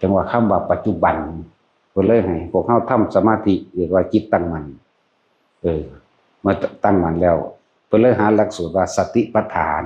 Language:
Northeastern Thai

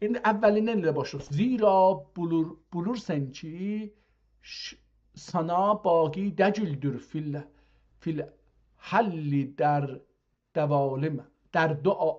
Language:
South Azerbaijani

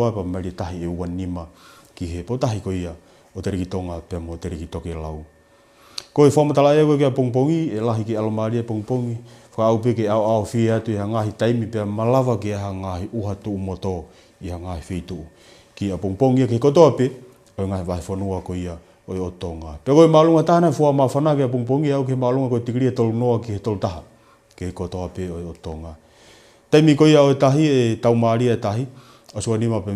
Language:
Tongan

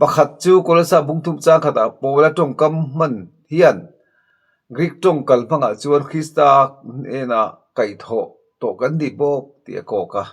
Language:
Mizo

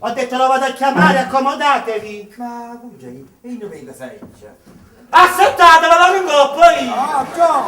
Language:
Neapolitan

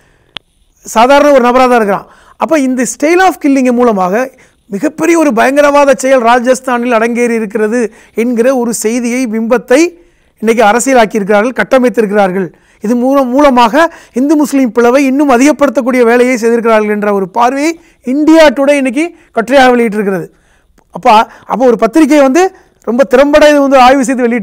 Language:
Tamil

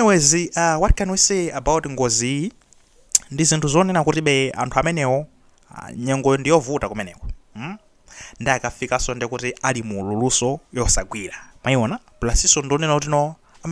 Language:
Nyanja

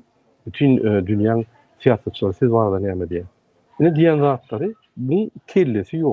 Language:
Turkmen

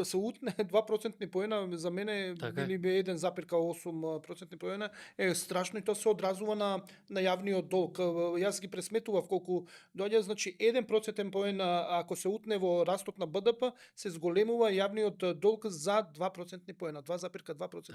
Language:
Macedonian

